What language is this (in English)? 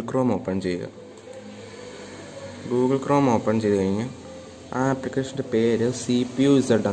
Malayalam